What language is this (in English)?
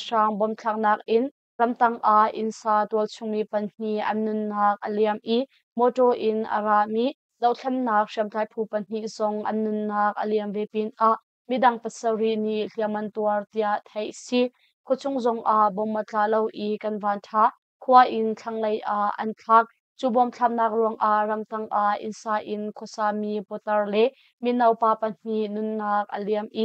Hakha Chin